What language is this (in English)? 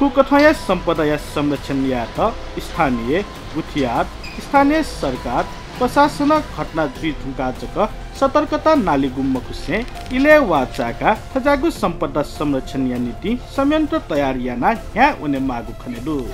Newari